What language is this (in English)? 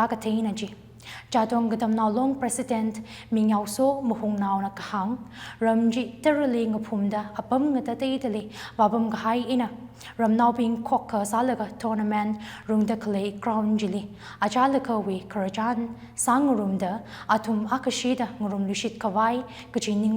Tangkhul Naga (India)